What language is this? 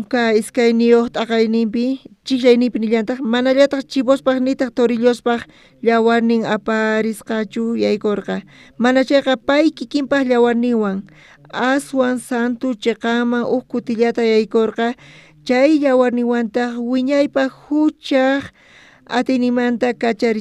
South Bolivian Quechua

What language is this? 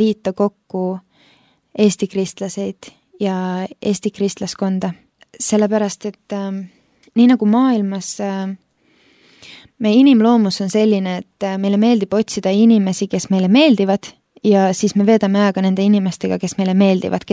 Estonian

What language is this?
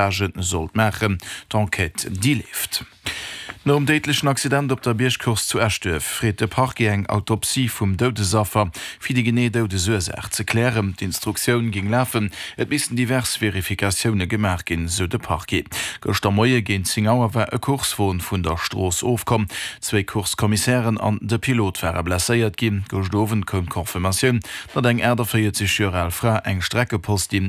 Luxembourgish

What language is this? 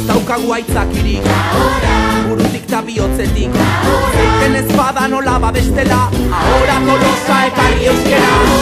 Basque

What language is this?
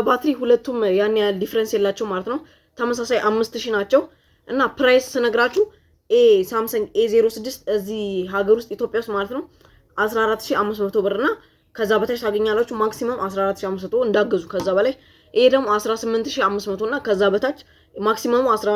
Amharic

